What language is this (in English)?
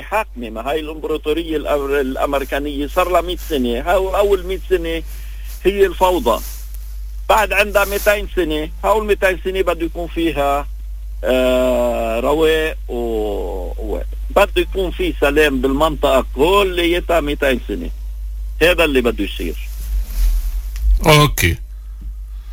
North Levantine Arabic